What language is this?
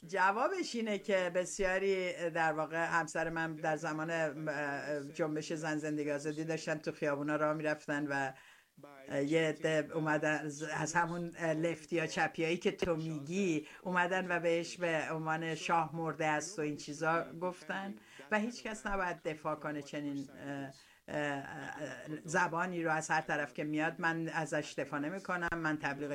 Persian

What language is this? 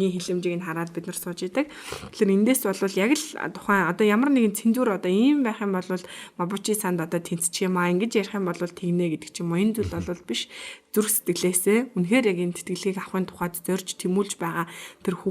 Mongolian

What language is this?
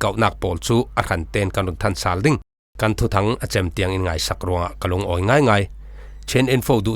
Falam Chin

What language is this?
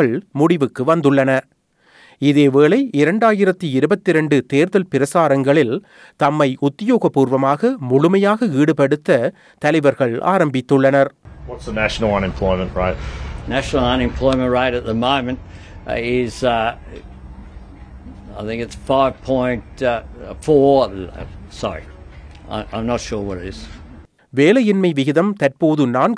Tamil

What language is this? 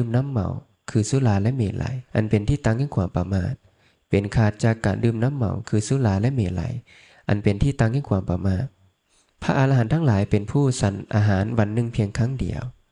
Lao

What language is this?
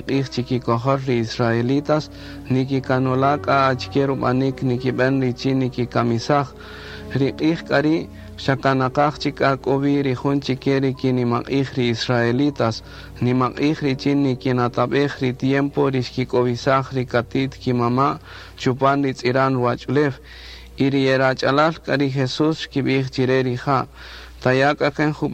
Kaqchikel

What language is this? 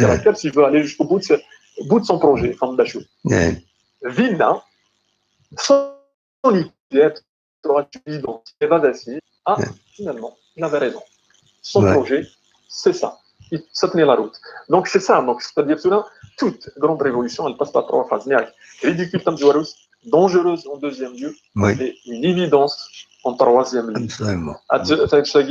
Kabyle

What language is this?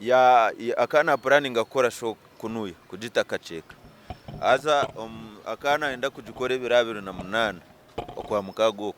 Nyankole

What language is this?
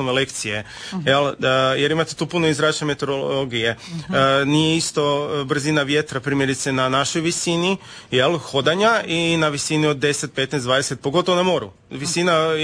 Croatian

